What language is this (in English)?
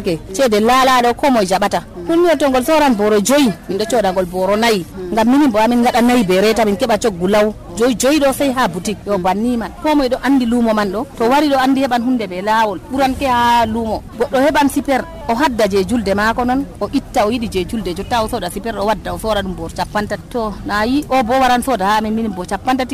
Nigerian Fulfulde